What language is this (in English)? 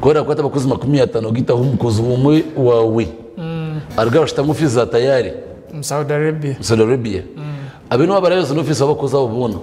Nyankole